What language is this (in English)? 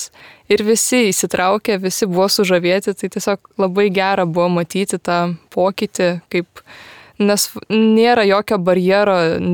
Lithuanian